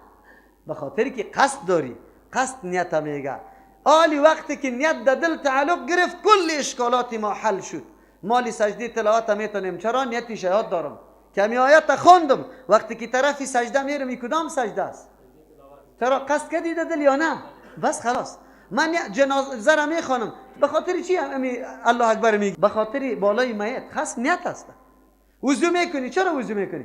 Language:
Persian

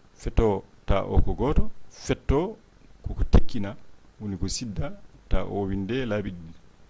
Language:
Fula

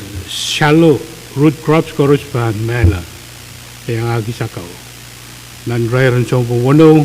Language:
Pohnpeian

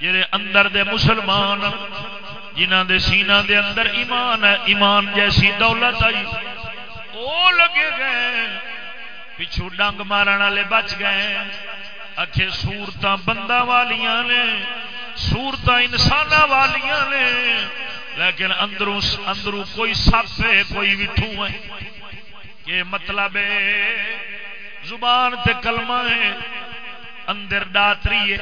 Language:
Saraiki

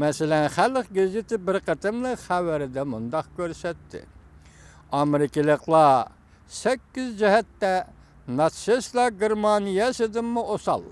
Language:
Uyghur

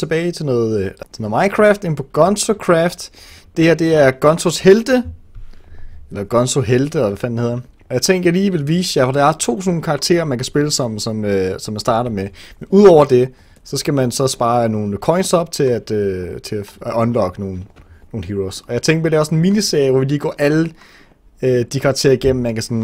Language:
Danish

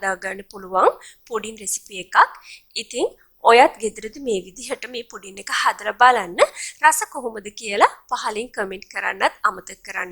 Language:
Sinhala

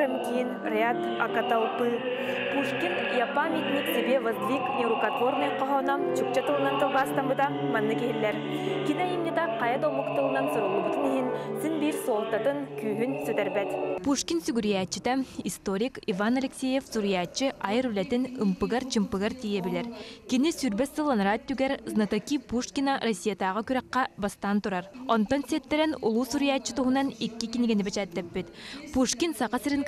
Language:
Yakut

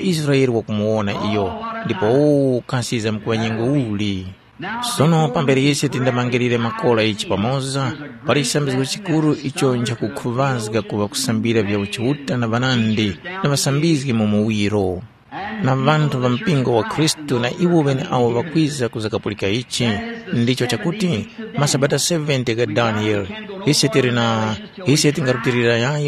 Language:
Tumbuka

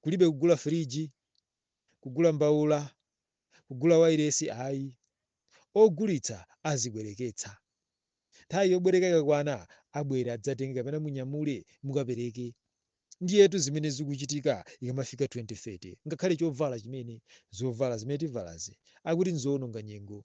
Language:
Nyanja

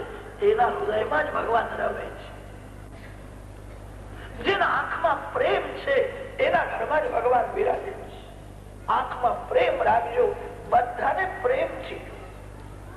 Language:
Gujarati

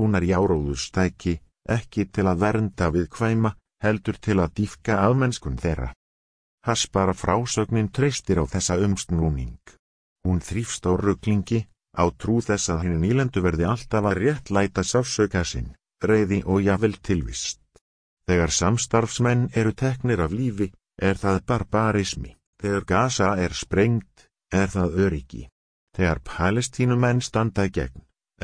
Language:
Icelandic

